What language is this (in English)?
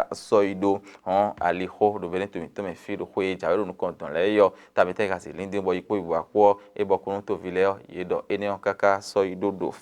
Fon